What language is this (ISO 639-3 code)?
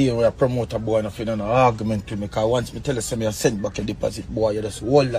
jam